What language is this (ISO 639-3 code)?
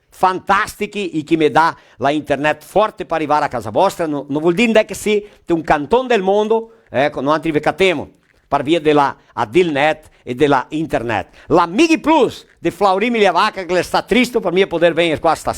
vec